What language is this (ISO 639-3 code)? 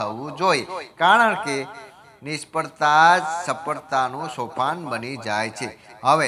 guj